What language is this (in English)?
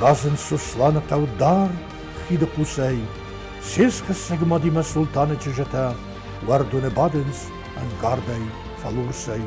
Ossetic